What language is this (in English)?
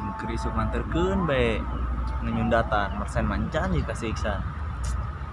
Sundanese